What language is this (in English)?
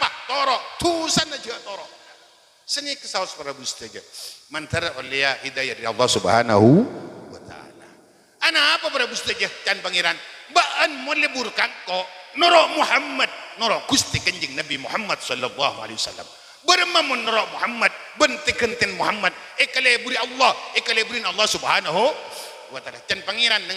Madurese